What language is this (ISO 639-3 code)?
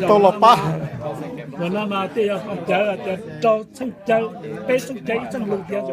hmn